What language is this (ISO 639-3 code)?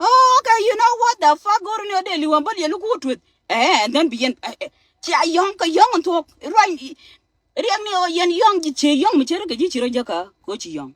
nus